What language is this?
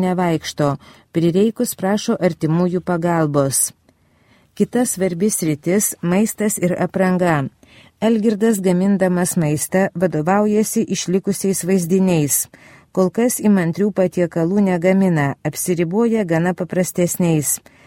Lithuanian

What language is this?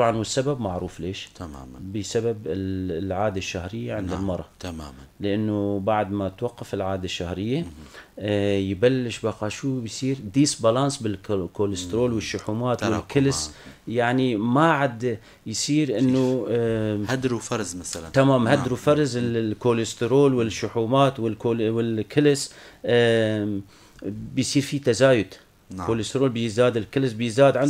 North Levantine Arabic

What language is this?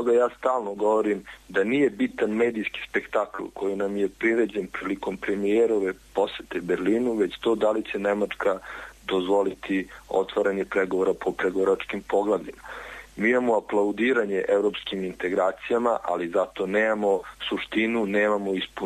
Serbian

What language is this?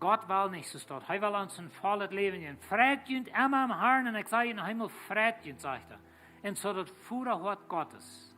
Plautdietsch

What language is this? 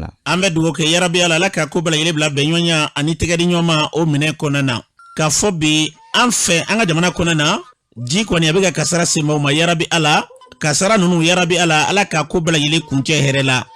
Bambara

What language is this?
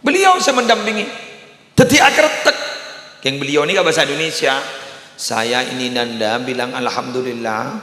Madurese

